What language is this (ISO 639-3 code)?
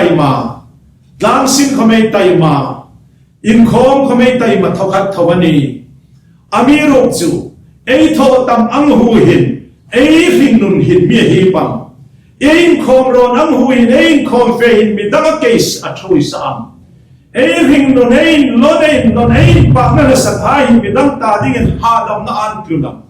hmr